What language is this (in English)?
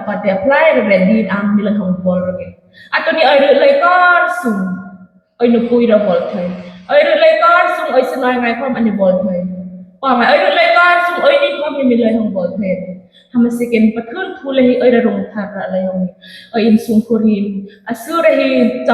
Hmar